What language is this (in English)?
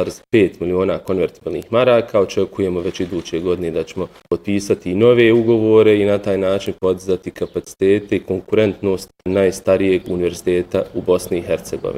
Bosnian